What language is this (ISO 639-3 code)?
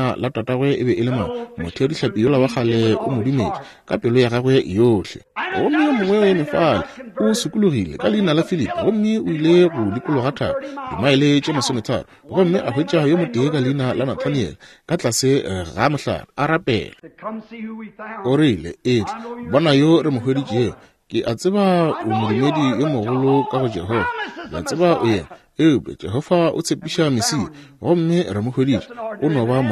nso